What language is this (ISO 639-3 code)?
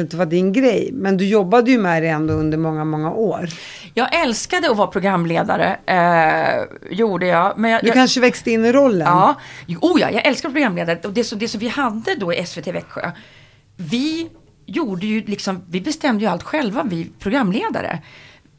swe